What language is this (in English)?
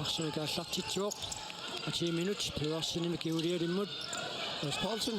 Kalaallisut